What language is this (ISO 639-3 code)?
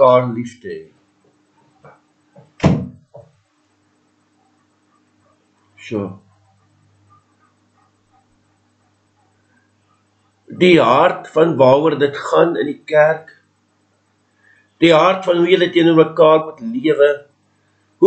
afr